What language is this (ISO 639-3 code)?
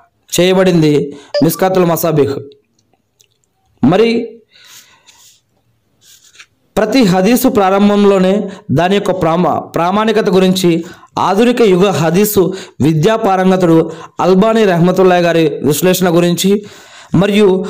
tel